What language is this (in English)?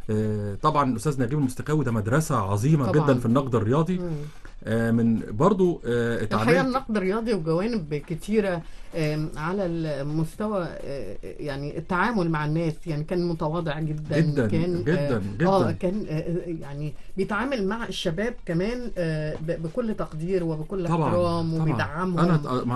Egyptian Arabic